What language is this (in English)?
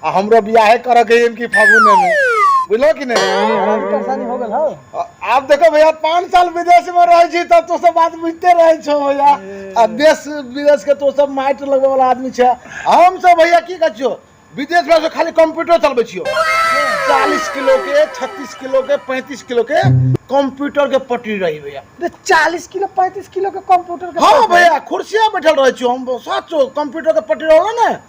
Maithili